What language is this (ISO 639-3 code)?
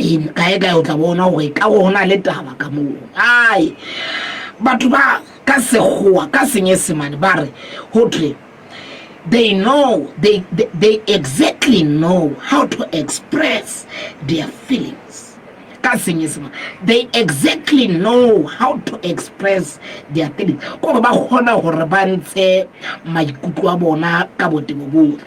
sot